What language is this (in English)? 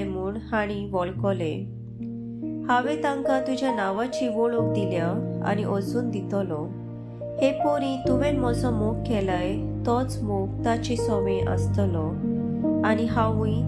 Konkani